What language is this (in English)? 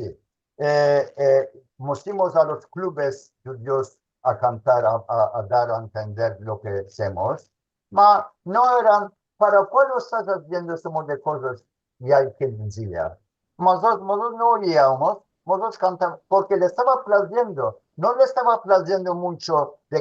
Ladino